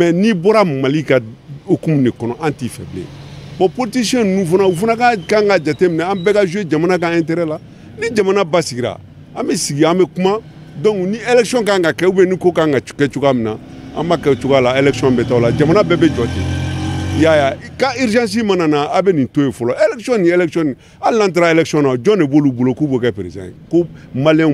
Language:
Bambara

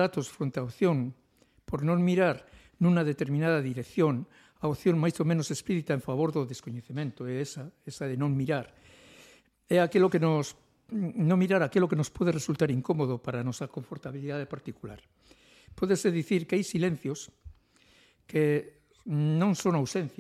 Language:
Galician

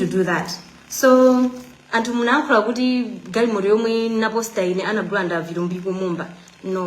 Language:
Nyanja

